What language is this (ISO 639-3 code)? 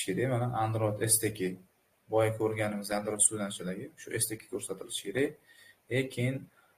uzb